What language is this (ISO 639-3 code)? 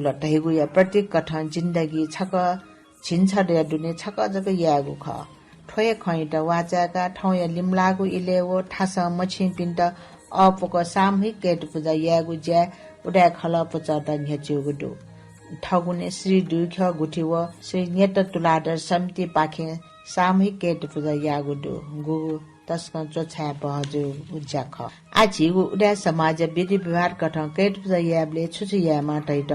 new